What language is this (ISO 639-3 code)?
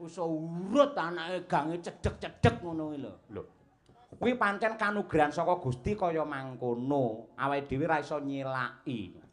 jav